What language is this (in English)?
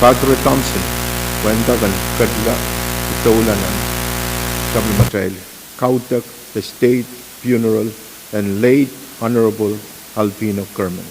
Pohnpeian